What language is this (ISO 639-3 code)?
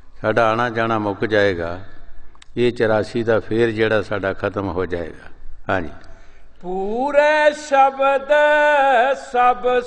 pan